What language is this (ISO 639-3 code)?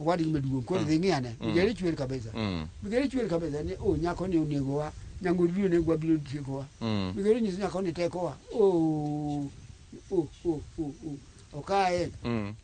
luo